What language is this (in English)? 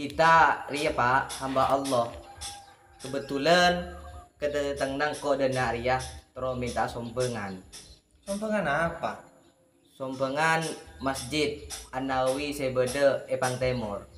Madurese